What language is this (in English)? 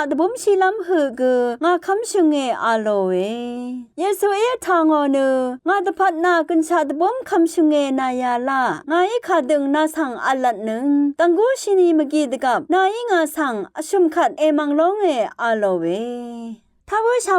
Rawang